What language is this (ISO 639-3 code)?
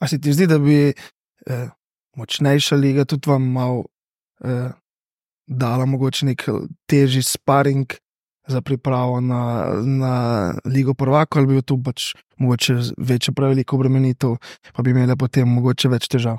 slv